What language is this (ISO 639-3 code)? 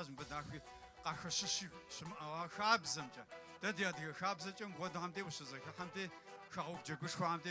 kbd